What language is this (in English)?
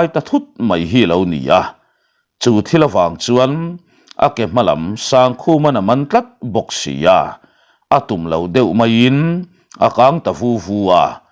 Mizo